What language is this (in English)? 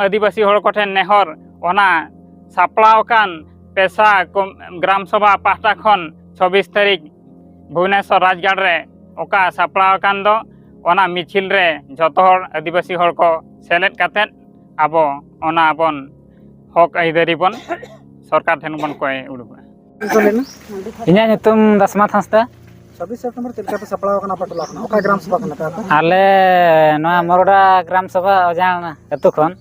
Santali